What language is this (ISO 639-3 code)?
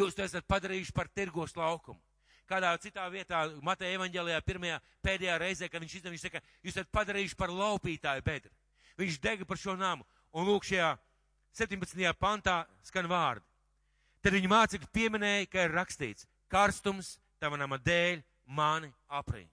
lav